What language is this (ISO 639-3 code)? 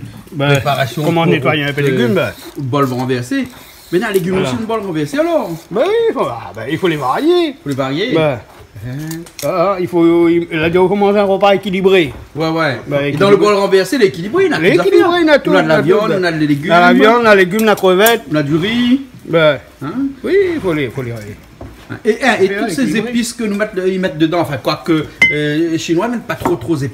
rcf